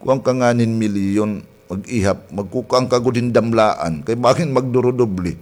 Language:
Waray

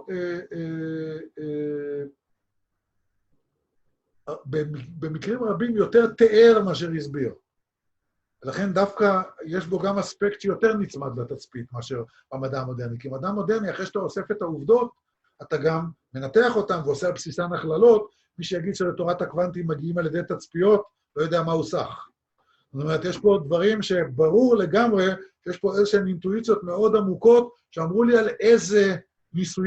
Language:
Hebrew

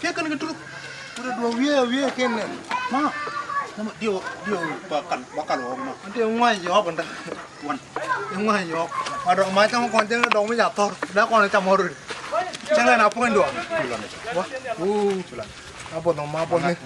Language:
Nuer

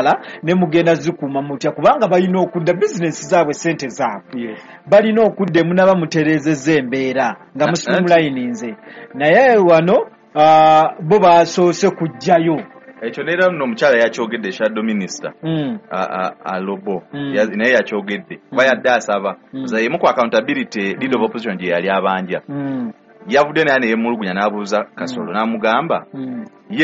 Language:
Ganda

